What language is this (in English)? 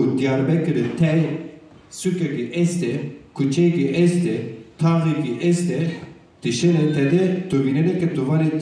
Zaza